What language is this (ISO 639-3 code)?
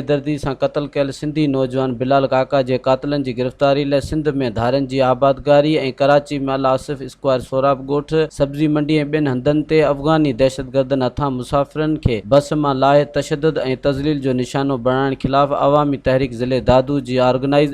snd